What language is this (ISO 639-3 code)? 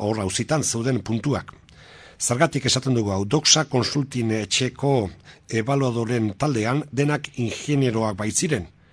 eus